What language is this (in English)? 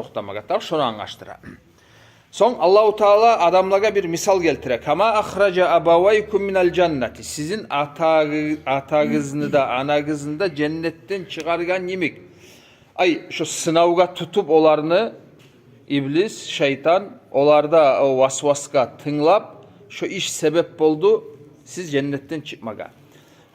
Kumyk